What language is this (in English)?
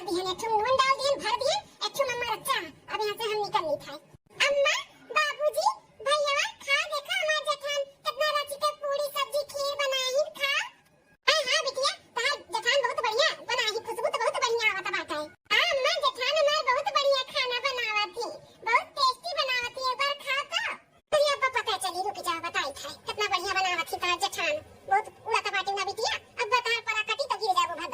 Awadhi